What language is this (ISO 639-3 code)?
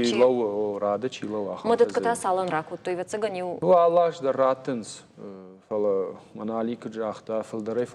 oss